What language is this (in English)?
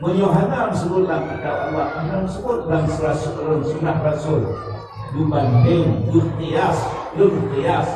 Achinese